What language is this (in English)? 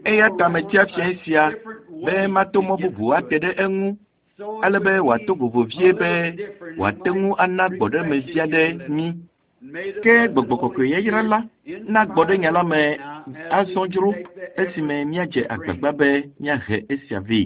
Ewe